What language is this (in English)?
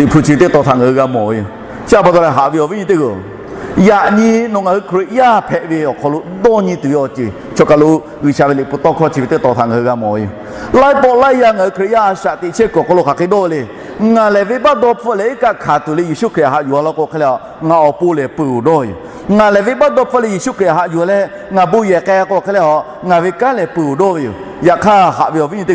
Lahu